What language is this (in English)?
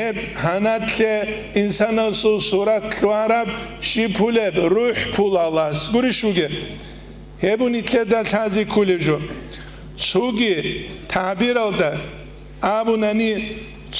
Avaric